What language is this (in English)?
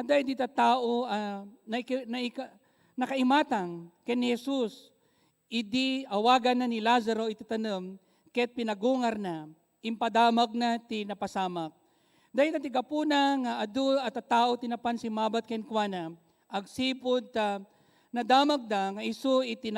Iloko